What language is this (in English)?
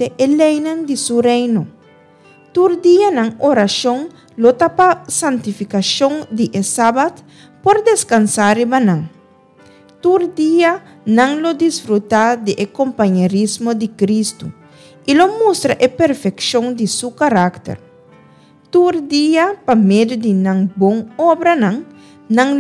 Papiamento